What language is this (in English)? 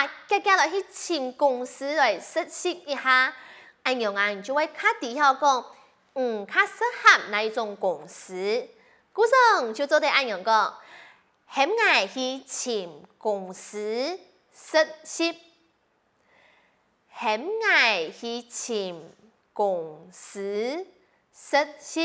Hakka Chinese